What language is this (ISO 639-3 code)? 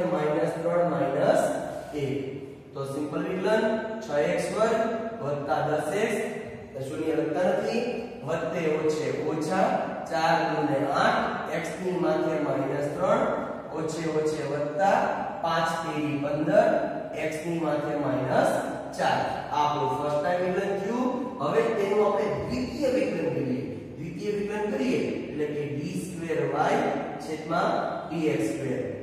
guj